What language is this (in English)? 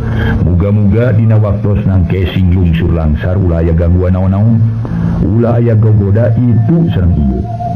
Sundanese